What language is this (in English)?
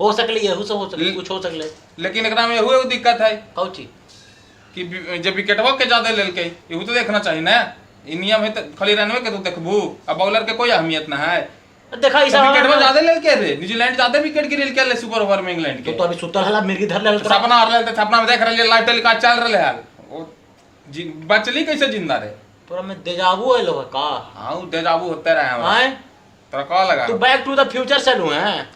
Magahi